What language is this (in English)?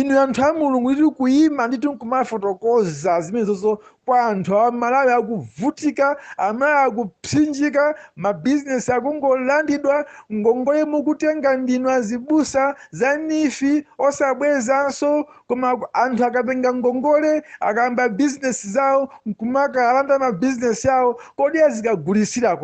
Nyanja